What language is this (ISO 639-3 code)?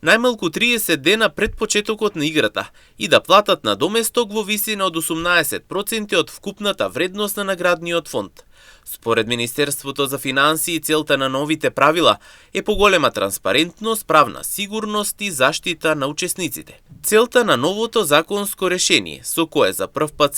mkd